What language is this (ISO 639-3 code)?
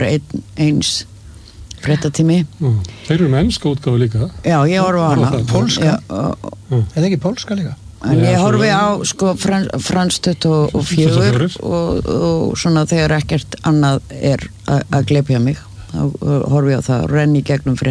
isl